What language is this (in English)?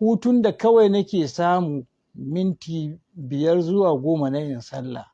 Hausa